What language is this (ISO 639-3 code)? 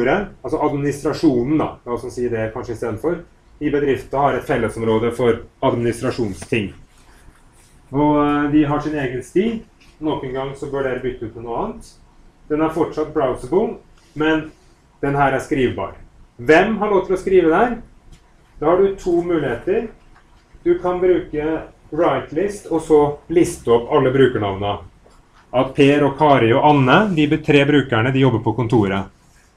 nor